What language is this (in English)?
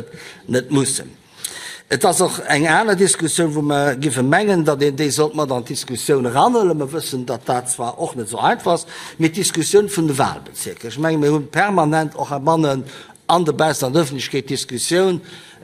Luxembourgish